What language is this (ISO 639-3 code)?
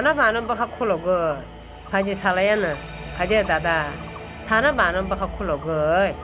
trp